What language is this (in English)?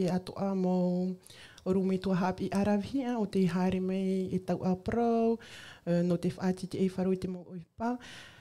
Tahitian